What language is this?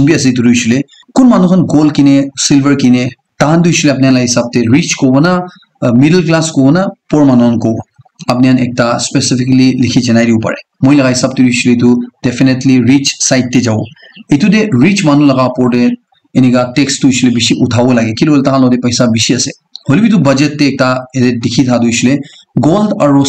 Naga Pidgin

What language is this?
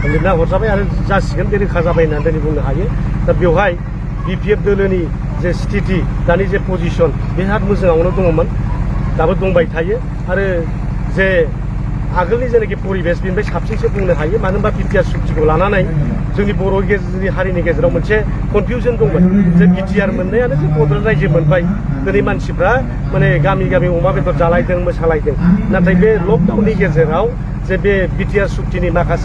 Bodo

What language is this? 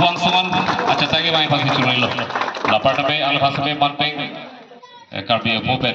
Karbi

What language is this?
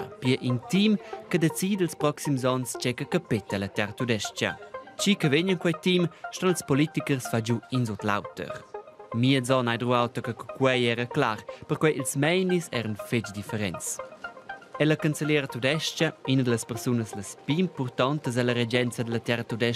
Romansh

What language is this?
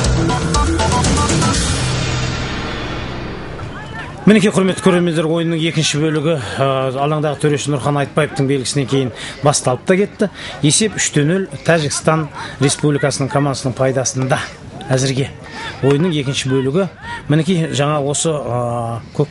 Kazakh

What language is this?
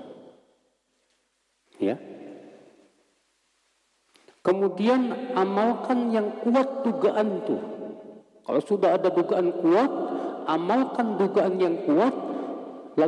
Indonesian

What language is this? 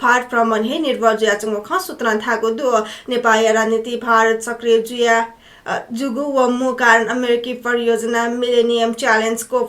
Newari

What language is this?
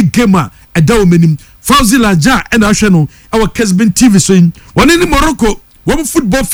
Akan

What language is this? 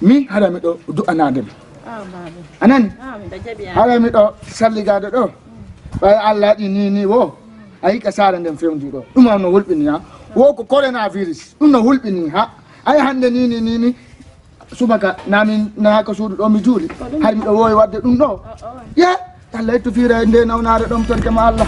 Fula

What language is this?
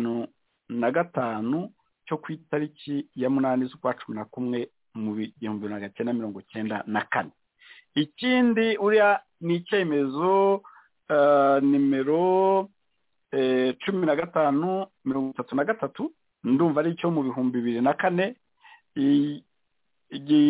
Kinyarwanda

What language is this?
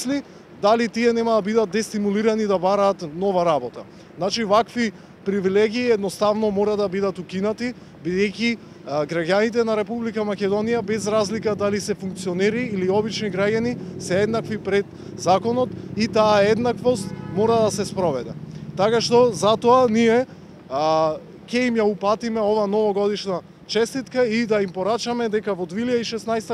Macedonian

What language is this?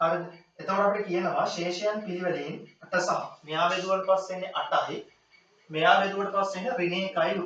Sinhala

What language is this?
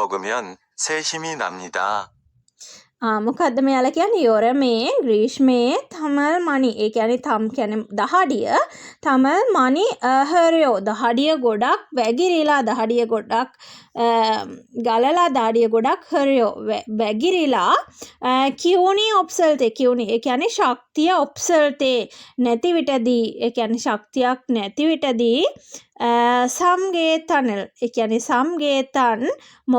Sinhala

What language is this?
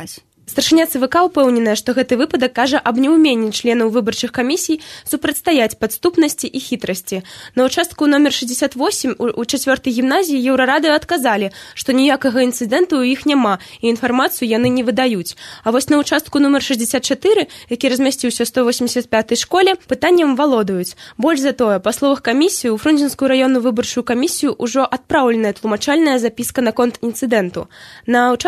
Belarusian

